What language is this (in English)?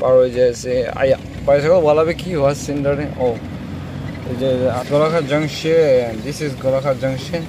Naga Pidgin